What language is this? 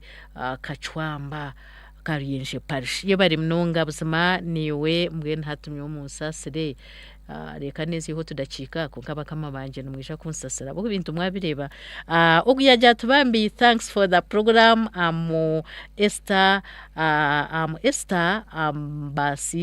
Nyankole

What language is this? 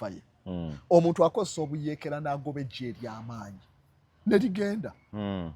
Ganda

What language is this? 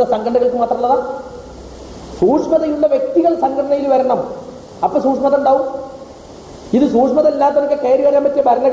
Malayalam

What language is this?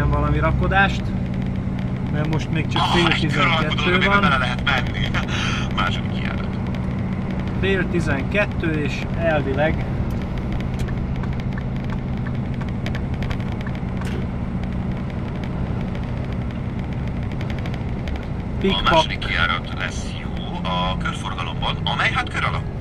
Hungarian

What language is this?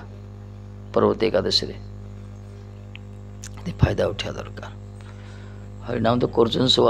Odia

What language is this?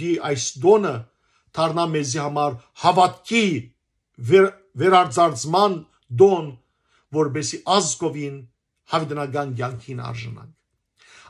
Western Armenian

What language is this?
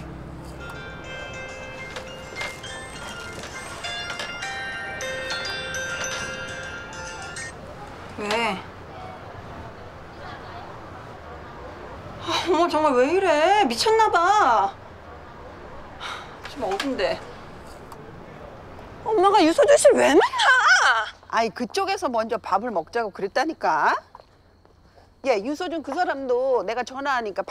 Korean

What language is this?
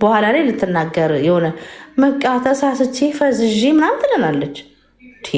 Amharic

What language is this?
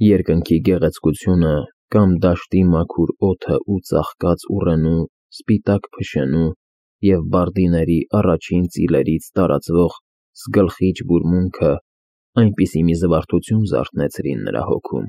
Armenian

